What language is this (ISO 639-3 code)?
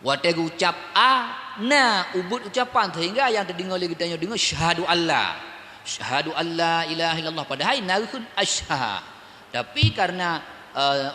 ace